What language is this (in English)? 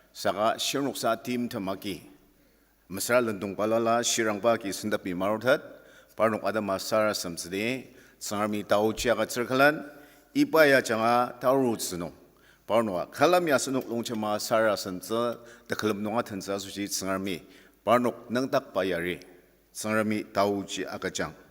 Ao Naga